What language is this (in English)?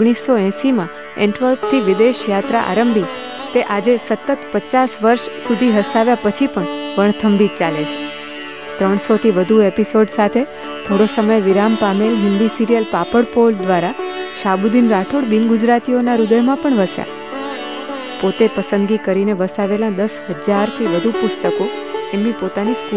Gujarati